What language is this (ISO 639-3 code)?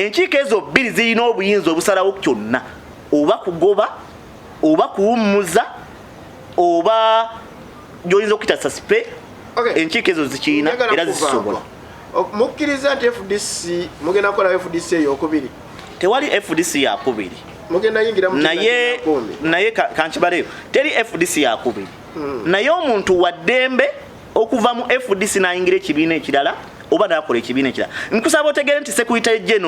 lug